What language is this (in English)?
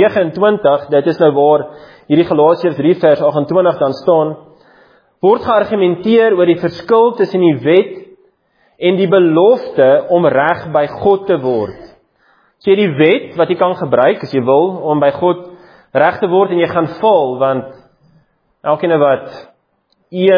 Afrikaans